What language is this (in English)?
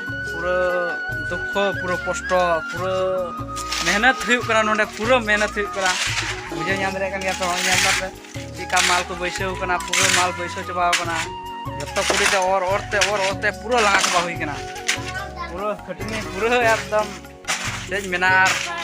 Santali